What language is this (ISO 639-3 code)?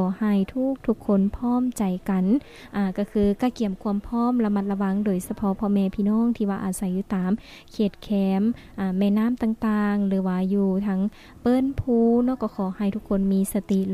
lao